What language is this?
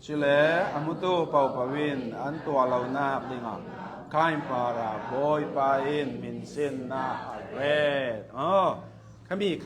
Hakha Chin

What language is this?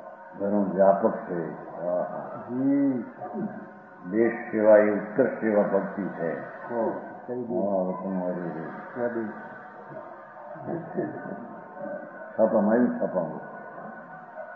Gujarati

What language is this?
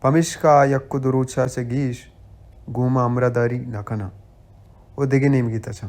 Baluchi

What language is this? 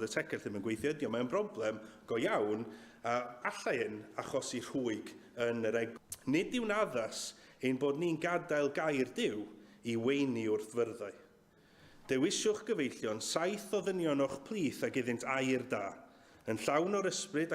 Welsh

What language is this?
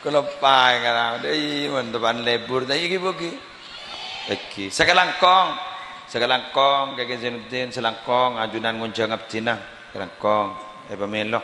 Madurese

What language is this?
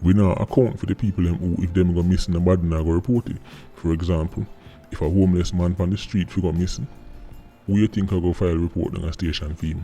Jamaican Creole English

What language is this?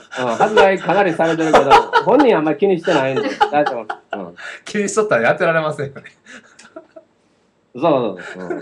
Japanese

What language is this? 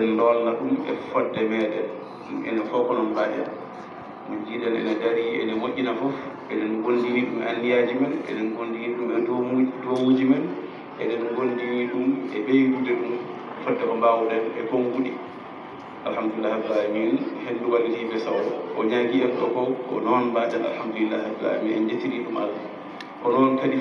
Fula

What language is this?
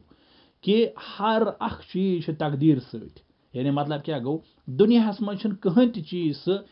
Kashmiri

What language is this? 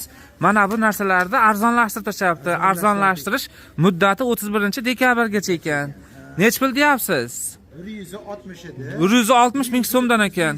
Uzbek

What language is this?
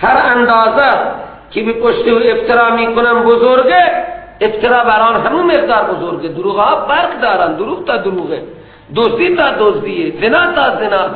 Persian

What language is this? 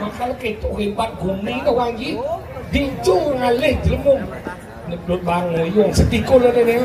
Balinese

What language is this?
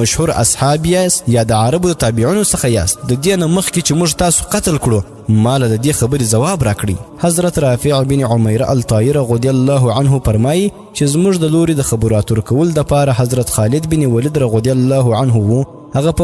Pashto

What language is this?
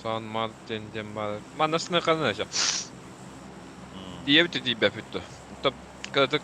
Yakut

